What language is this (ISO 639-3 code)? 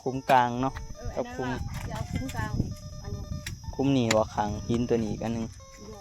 tts